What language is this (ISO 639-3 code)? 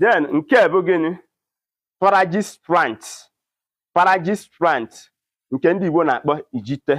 ibo